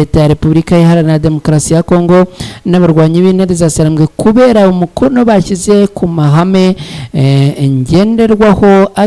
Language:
Kinyarwanda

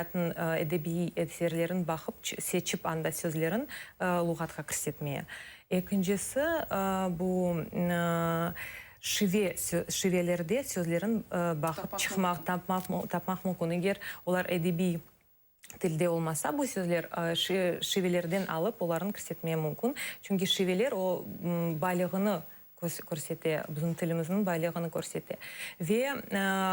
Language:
Crimean Tatar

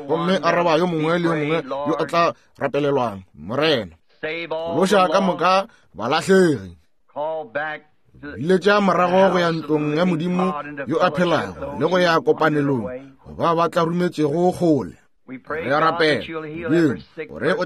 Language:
Northern Sotho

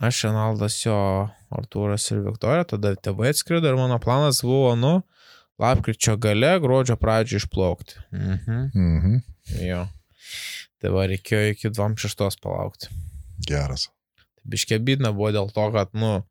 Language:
Lithuanian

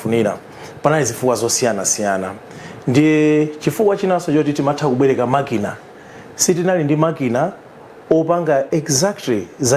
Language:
Nyanja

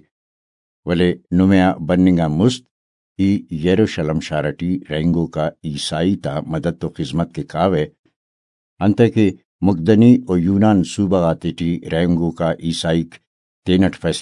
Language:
Brahui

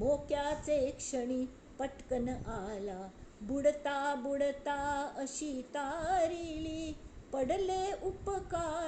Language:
Konkani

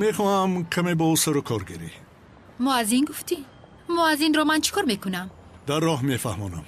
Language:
Tajik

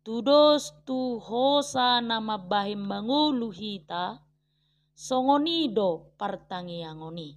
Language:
Batak Toba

